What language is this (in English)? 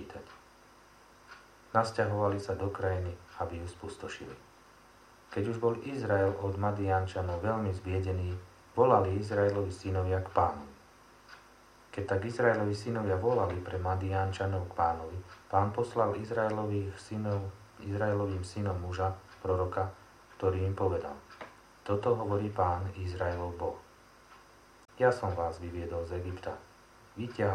Slovak